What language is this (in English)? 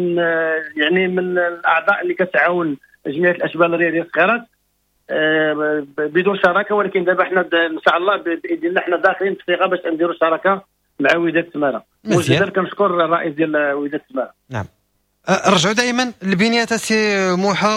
Moroccan Arabic